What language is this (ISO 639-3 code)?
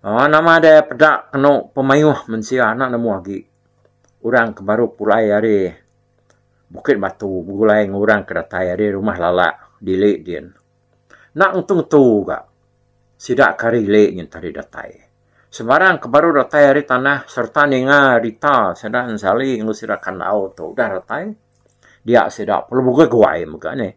iba